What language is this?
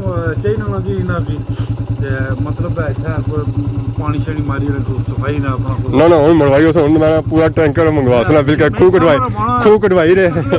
Pahari-Potwari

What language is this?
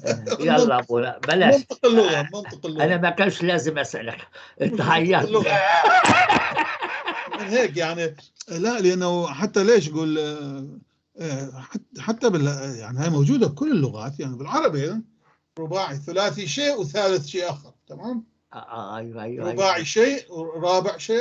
North Levantine Arabic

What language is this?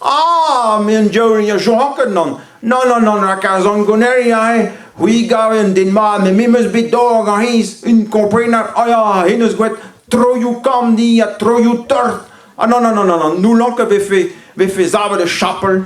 Breton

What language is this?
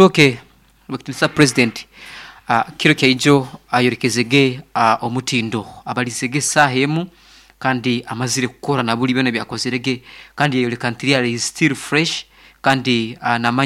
Nyankole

